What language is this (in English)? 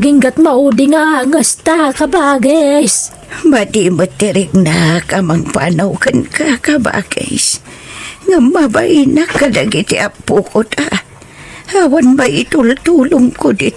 Iloko